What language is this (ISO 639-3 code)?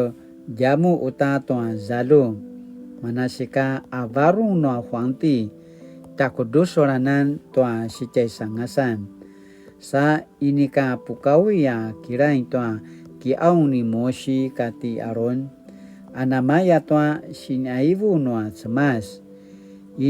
pwn